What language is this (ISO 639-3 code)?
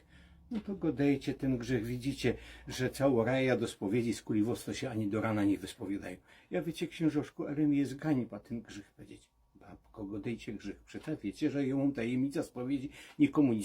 szl